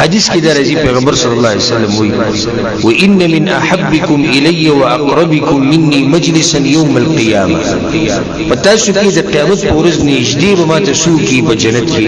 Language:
Pashto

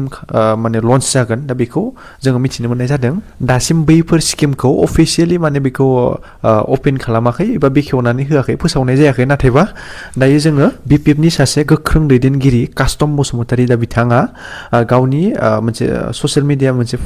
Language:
Bodo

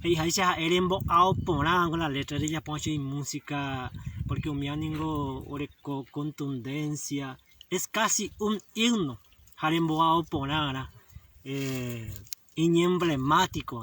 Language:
Guarani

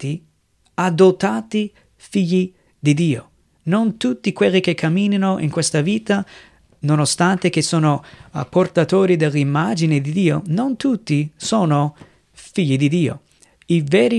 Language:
Italian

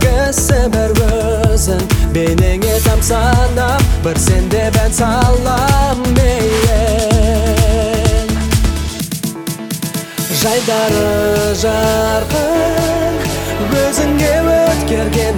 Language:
Kazakh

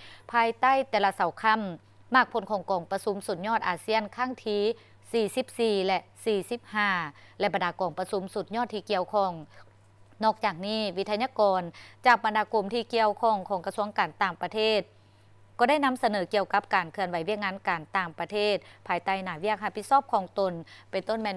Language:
Lao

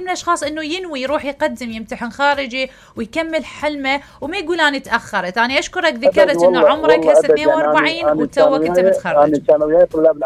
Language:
Mesopotamian Arabic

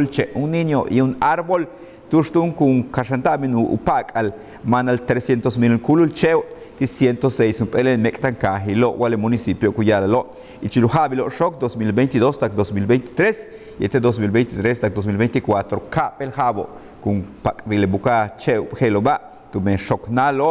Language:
Yucateco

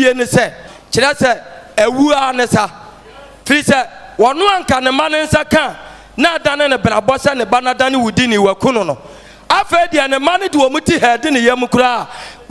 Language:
Akan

